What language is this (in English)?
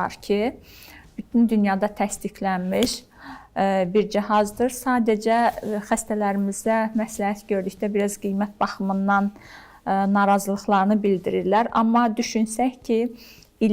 Azerbaijani